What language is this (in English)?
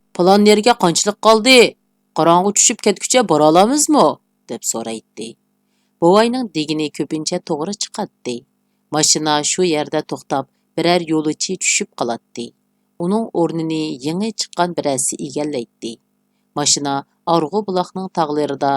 Uyghur